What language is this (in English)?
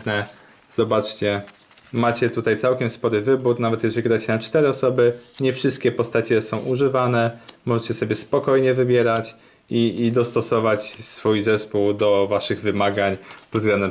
Polish